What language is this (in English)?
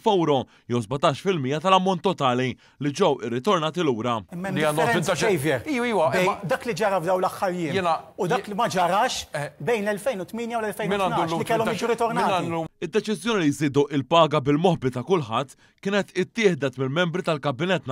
Maltese